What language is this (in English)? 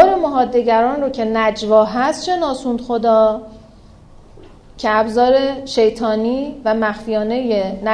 Persian